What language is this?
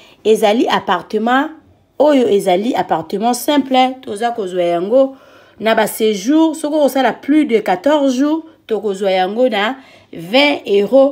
Lingala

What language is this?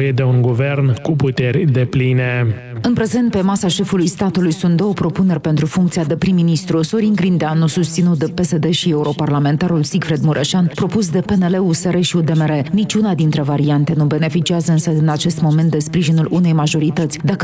Romanian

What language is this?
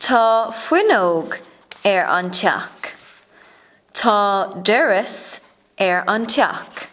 Irish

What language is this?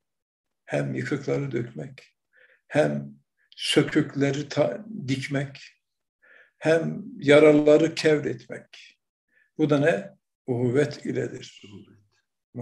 Turkish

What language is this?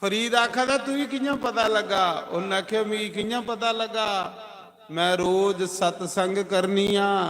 Dogri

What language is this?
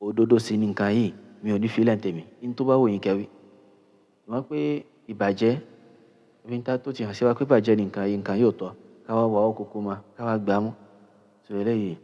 Yoruba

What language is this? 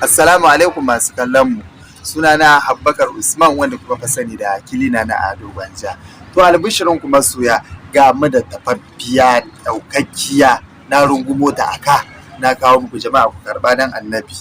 Hausa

